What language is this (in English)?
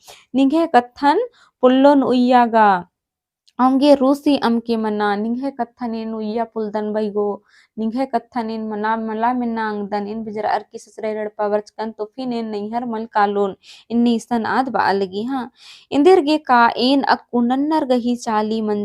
Kurukh